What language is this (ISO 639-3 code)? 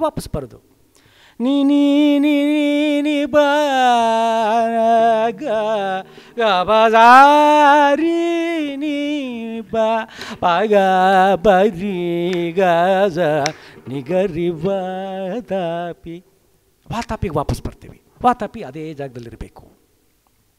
kan